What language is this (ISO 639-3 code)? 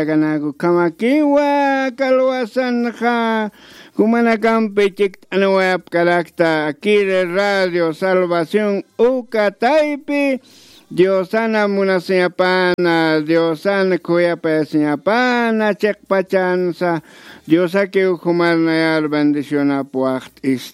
aym